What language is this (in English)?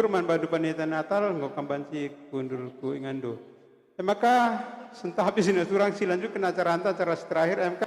Batak Karo